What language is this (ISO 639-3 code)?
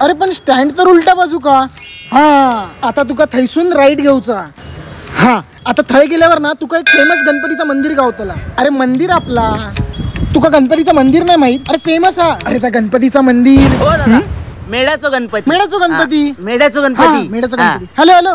kok